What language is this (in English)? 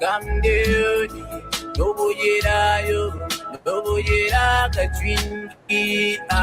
Acoli